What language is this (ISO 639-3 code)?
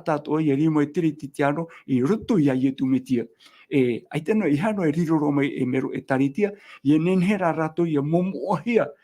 tah